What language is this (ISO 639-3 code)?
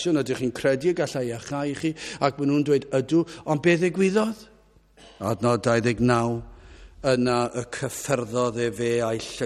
cym